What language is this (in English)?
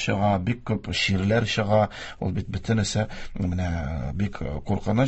Tatar